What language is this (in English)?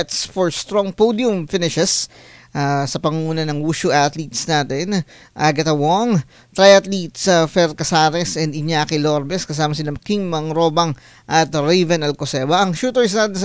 Filipino